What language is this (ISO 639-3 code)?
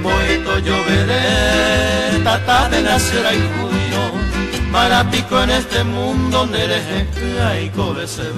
grn